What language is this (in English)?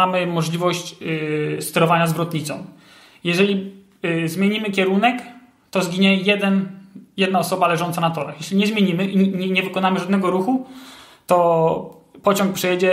Polish